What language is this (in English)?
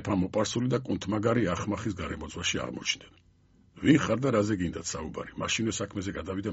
Georgian